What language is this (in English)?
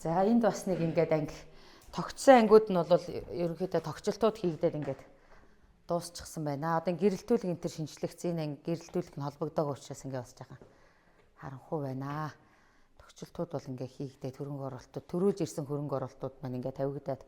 Mongolian